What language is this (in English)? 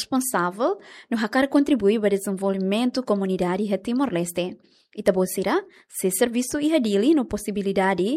Tetum